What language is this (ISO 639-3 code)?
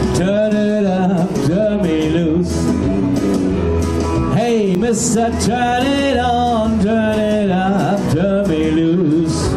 eng